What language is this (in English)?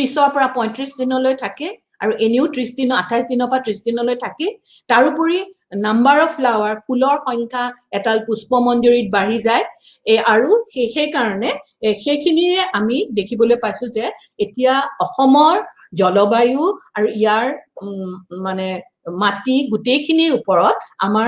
Assamese